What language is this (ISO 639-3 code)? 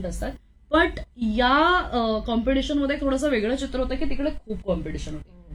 mar